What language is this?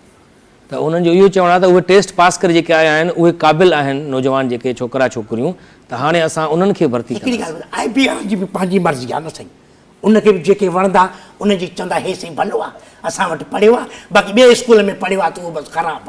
Sindhi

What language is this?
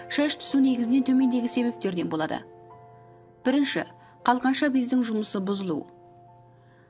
Kazakh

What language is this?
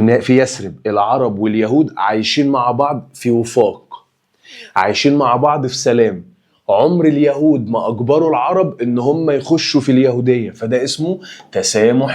Egyptian Arabic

